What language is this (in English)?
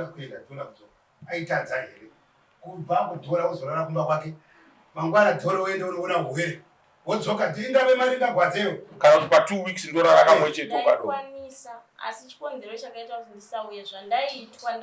Shona